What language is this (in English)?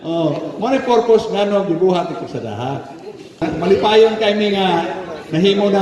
Cebuano